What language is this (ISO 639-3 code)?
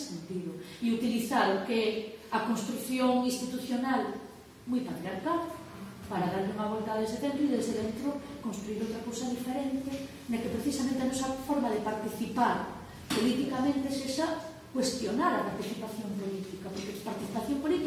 glg